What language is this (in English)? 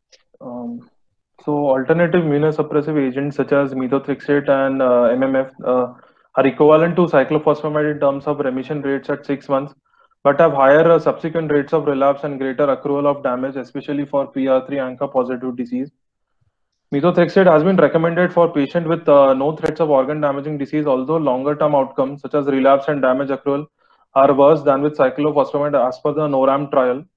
English